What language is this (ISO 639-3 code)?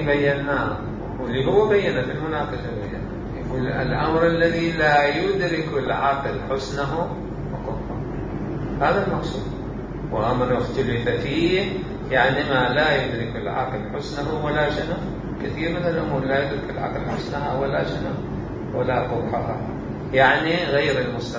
acm